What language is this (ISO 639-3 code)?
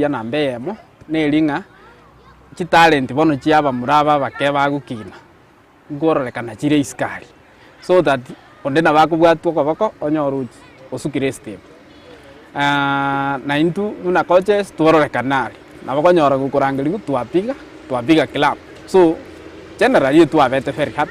guz